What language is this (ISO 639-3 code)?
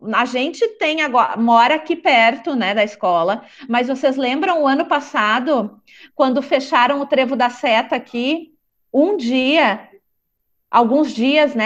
por